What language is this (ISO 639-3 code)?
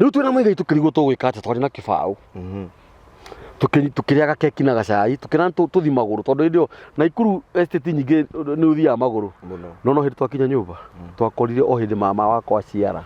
kik